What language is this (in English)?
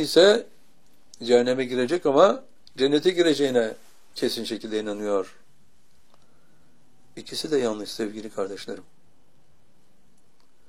Turkish